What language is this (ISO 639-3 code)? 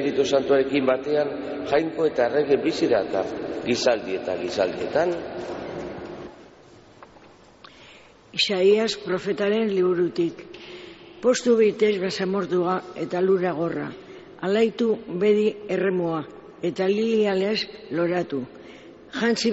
eus